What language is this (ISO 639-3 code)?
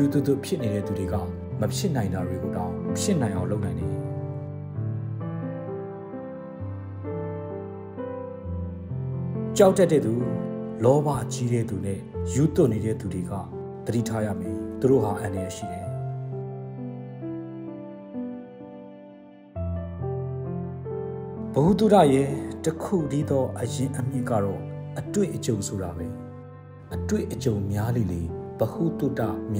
mya